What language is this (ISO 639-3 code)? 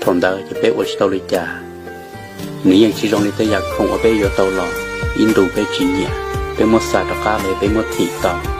hmn